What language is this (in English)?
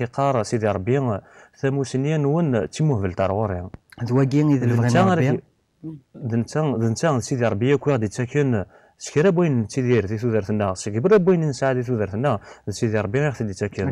Kabyle